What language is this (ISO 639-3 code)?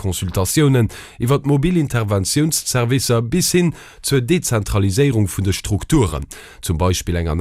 ltz